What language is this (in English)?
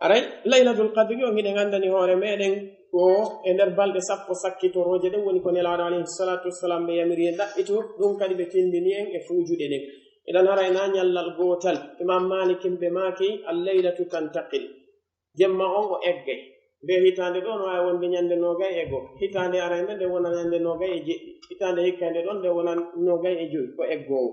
Pular